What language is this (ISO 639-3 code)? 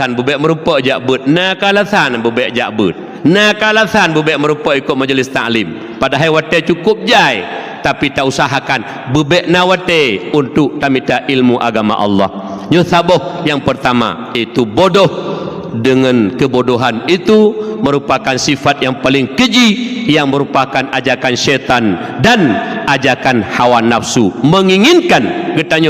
ace